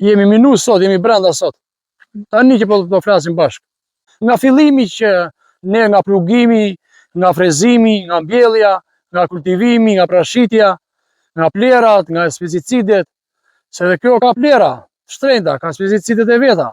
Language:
Albanian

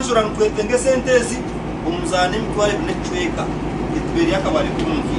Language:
Nyankole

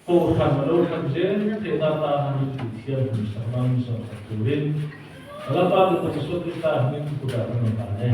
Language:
Mizo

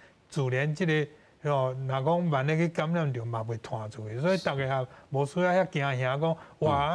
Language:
Min Nan Chinese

